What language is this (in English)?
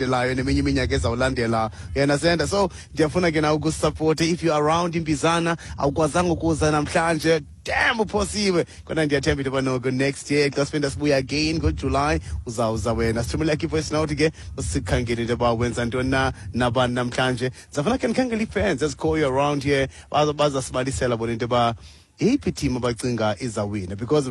Xhosa